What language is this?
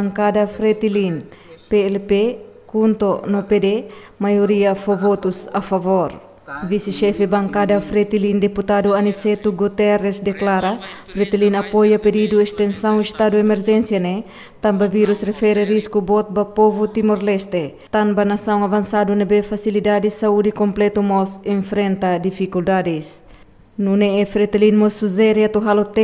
Tetum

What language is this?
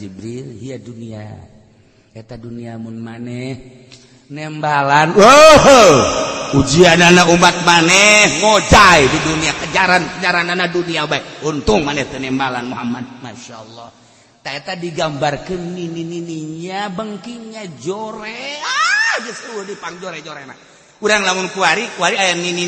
Sundanese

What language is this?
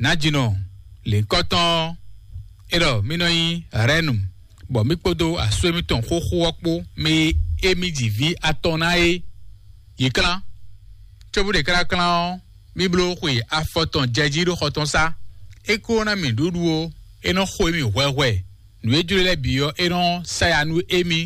Fon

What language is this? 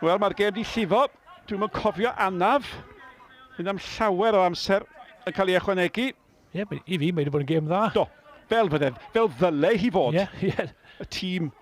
Welsh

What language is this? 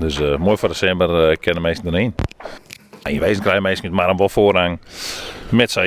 Western Frisian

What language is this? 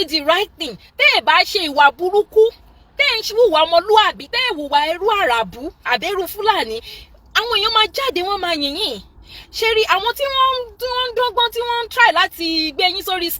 Yoruba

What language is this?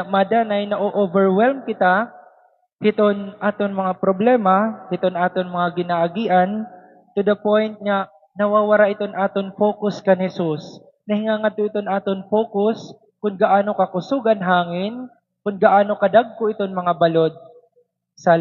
Waray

